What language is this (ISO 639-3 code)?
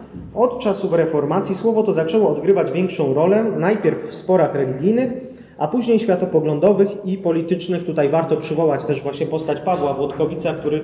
pol